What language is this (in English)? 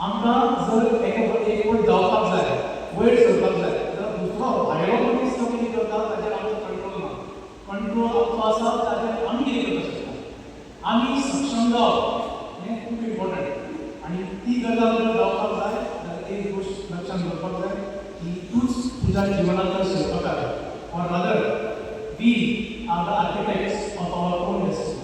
Konkani